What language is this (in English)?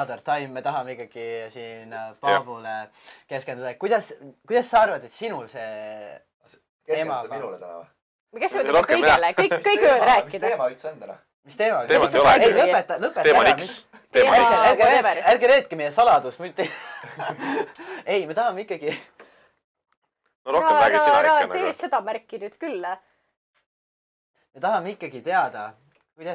Estonian